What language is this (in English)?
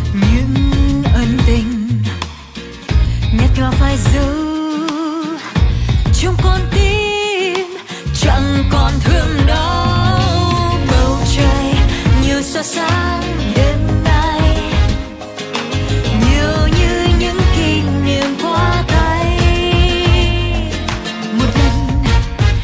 Vietnamese